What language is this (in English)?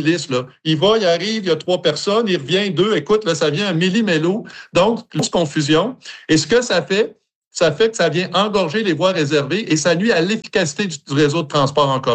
French